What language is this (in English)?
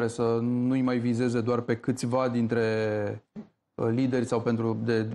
Romanian